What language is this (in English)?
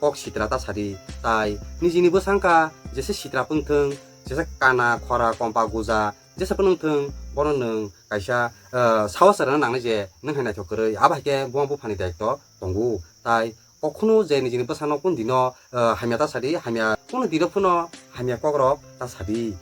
Kok Borok